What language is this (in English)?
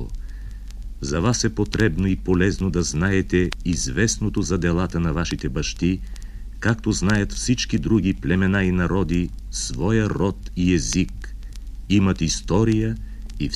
Bulgarian